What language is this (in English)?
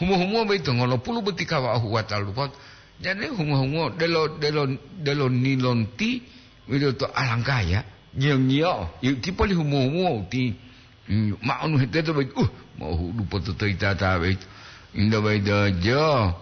Gorontalo